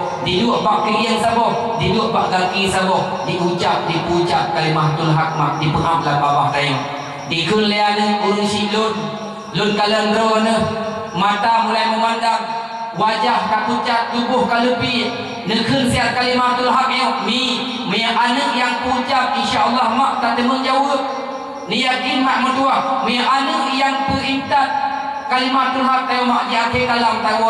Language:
Achinese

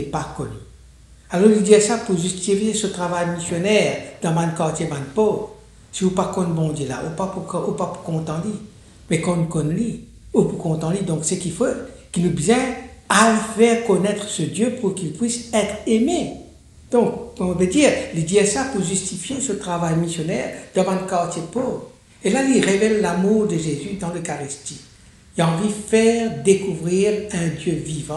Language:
Morisyen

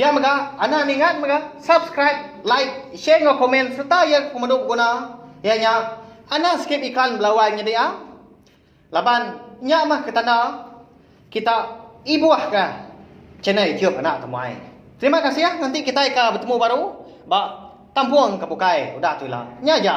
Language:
Iban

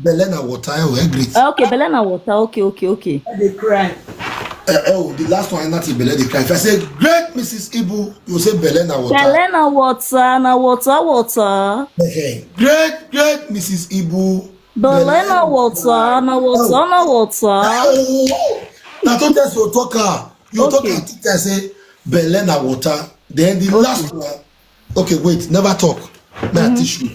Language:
Nigerian Pidgin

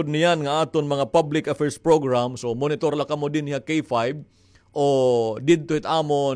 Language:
Waray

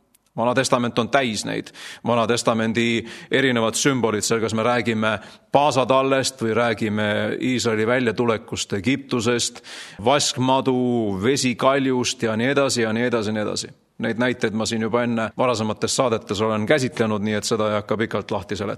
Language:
Estonian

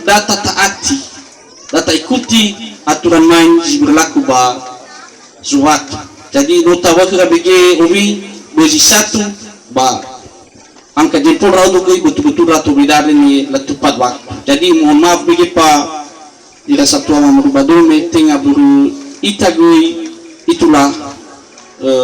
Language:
Nias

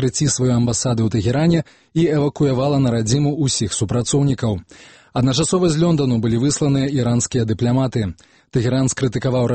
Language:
Belarusian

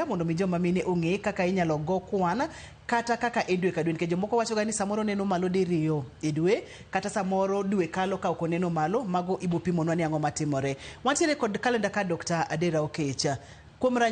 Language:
Luo (Kenya and Tanzania)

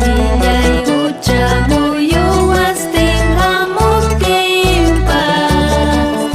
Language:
Ayacucho Quechua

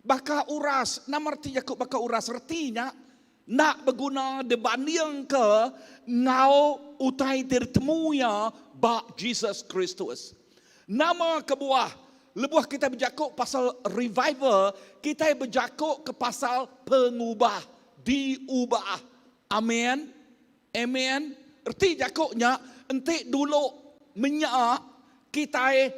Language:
Iban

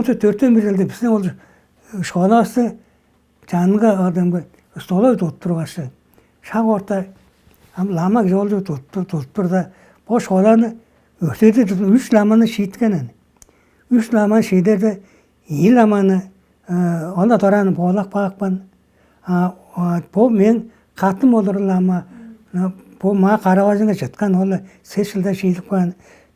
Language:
Tuvinian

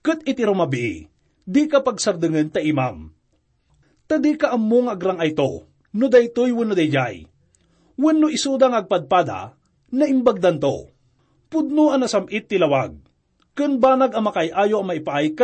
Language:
Iloko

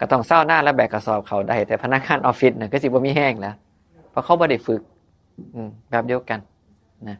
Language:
Northeastern Thai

